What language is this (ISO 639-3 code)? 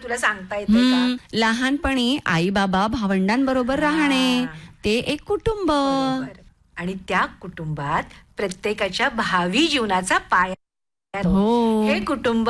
mar